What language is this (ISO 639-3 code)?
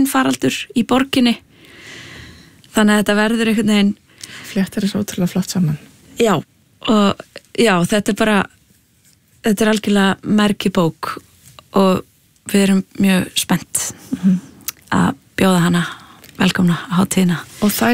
isl